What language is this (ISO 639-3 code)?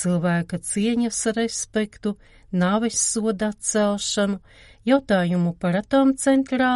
lav